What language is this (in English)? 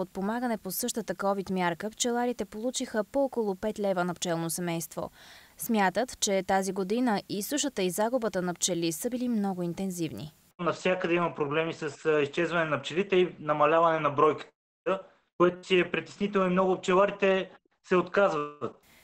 Bulgarian